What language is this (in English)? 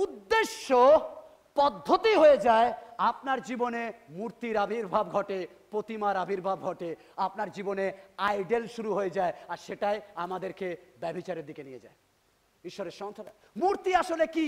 Bangla